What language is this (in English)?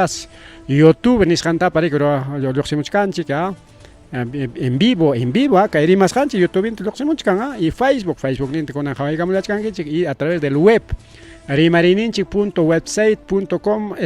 Ayacucho Quechua